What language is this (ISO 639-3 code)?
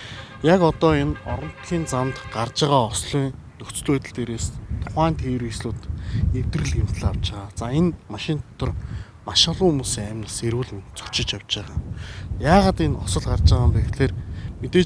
mon